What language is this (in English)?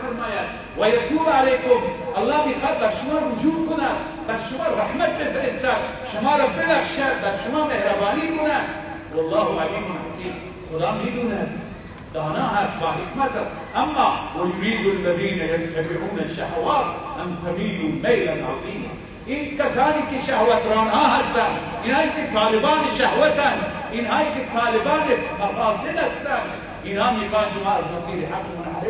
Persian